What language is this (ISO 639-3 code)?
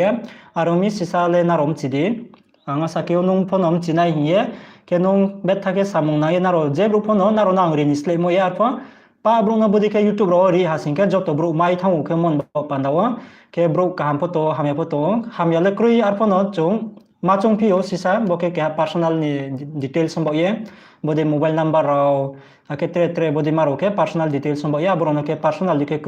ria